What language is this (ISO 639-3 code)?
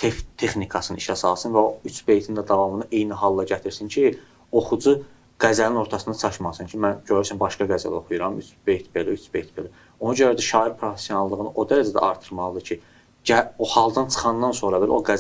aze